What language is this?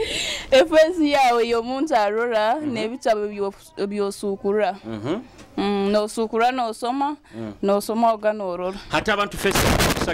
Nyoro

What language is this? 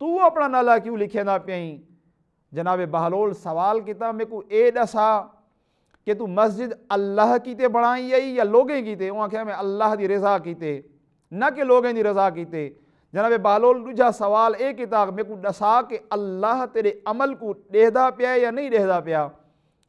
Saraiki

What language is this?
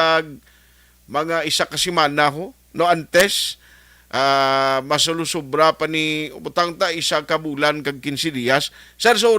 Hiligaynon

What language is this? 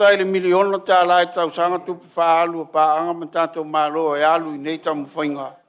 Samoan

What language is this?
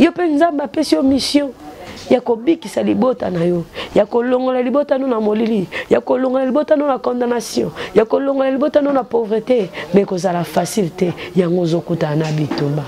Lingala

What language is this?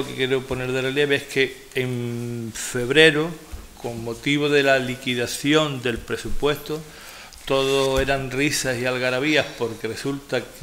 Spanish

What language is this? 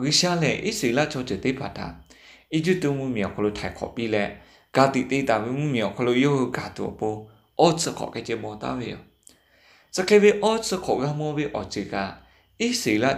Lahu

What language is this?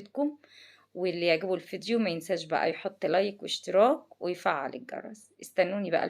Egyptian Arabic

